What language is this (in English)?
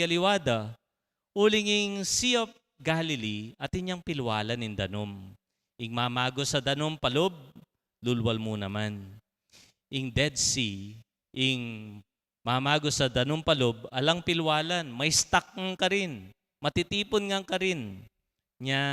Pampanga